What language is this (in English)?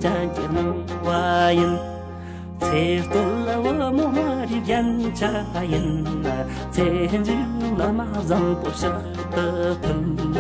Tibetan